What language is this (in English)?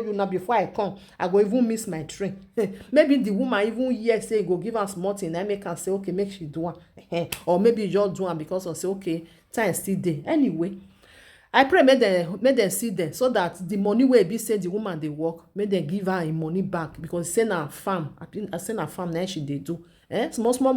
Nigerian Pidgin